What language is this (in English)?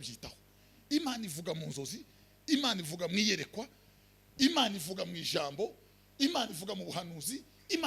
Kinyarwanda